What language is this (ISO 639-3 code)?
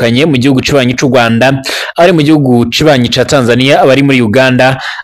run